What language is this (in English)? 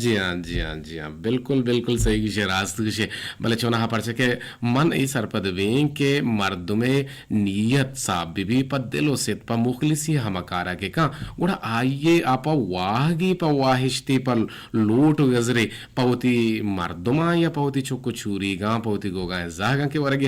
Eastern Balochi